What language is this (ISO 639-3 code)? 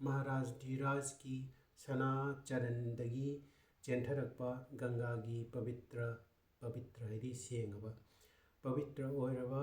mni